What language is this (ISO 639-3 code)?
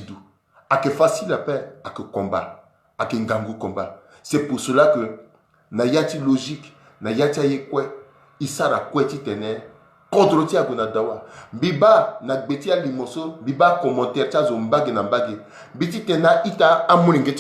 sag